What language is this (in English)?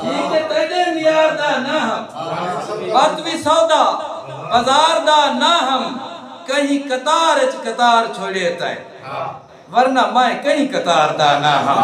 Saraiki